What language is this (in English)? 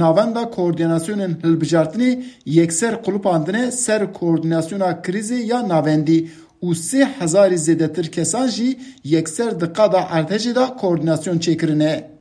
Kurdish